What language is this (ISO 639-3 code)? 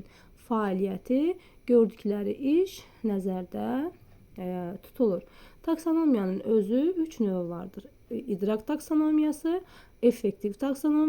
aze